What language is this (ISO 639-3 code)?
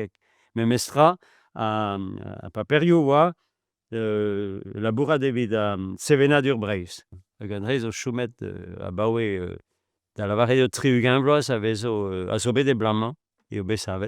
bre